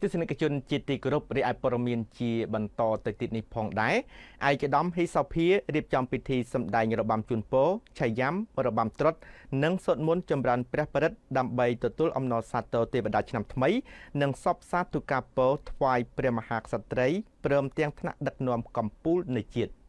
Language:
Khmer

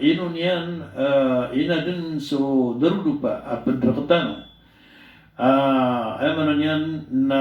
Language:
Maranao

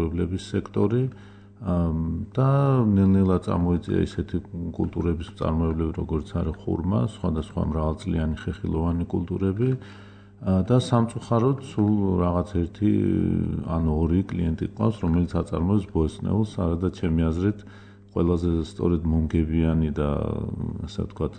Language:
Georgian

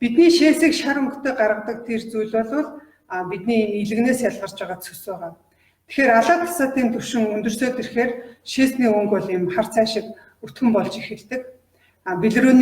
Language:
Mongolian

